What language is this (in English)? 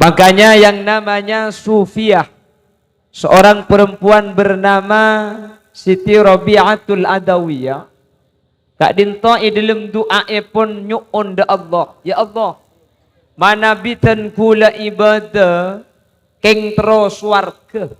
Madurese